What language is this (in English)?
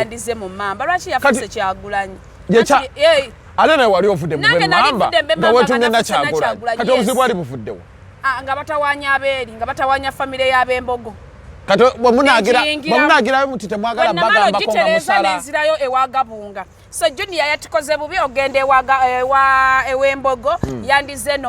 Ganda